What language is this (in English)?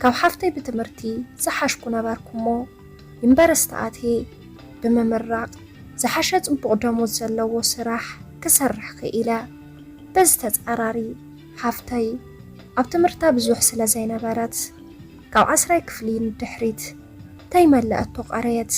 Tigrinya